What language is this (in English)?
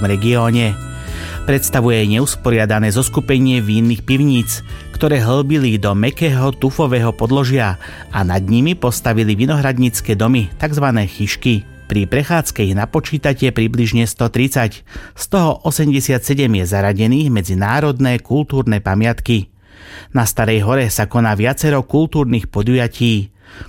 Slovak